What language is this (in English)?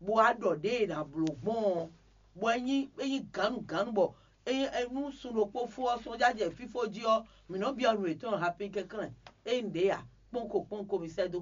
Fon